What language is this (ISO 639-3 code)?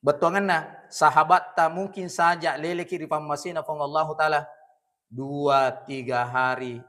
bug